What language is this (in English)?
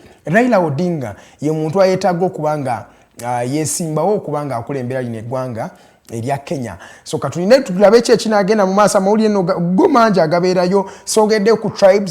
Ganda